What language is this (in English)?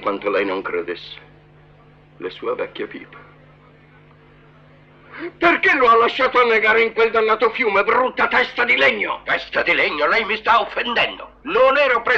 Italian